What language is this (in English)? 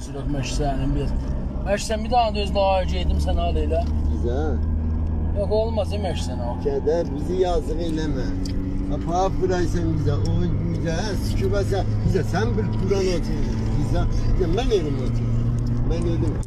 South Azerbaijani